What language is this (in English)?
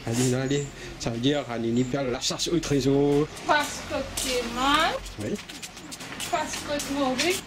Morisyen